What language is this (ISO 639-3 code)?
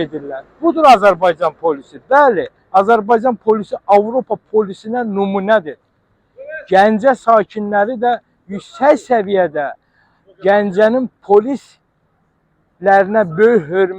aze